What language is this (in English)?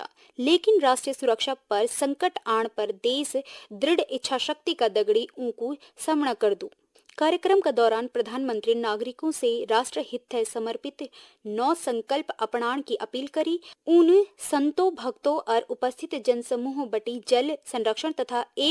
Garhwali